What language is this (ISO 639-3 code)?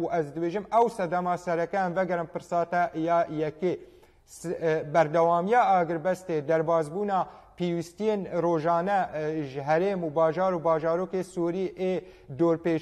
kur